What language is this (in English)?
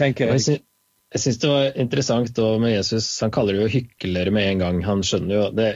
Norwegian